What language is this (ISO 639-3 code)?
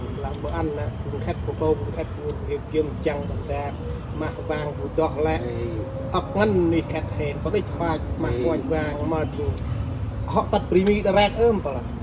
cmo